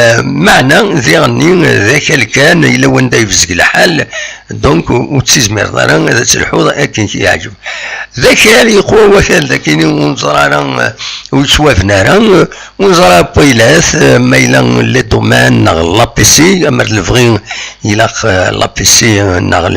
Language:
Kabyle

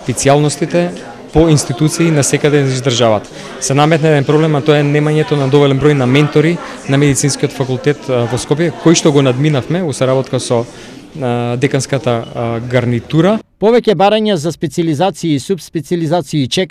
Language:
Macedonian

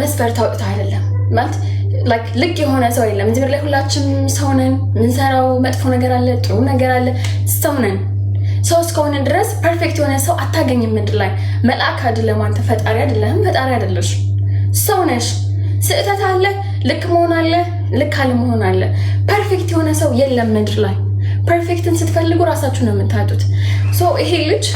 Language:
Amharic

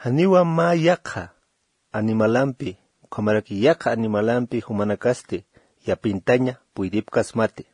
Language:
Aymara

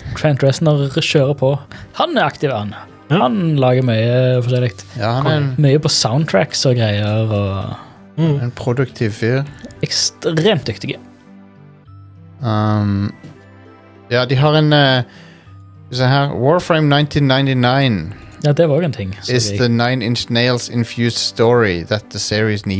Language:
Norwegian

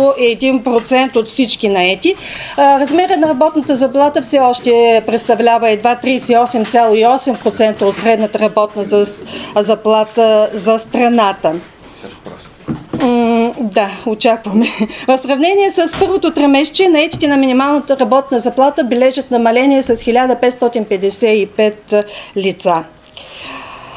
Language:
Bulgarian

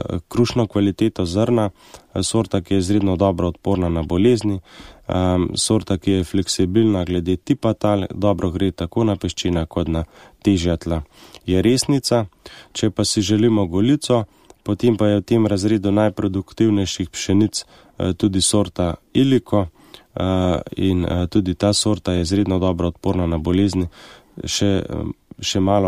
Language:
Slovenian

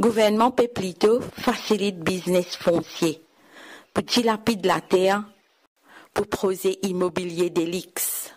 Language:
Morisyen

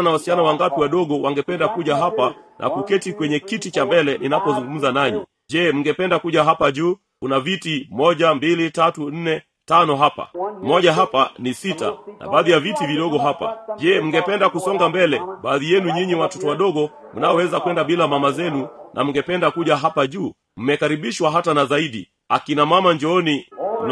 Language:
Swahili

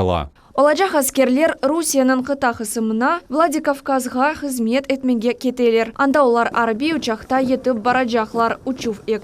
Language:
Crimean Tatar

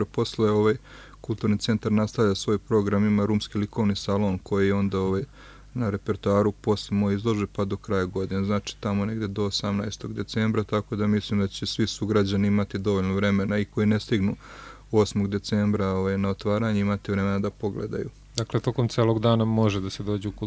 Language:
Serbian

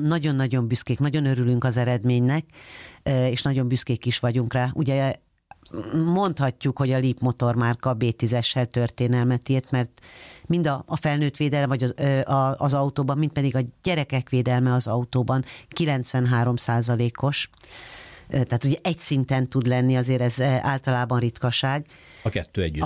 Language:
Hungarian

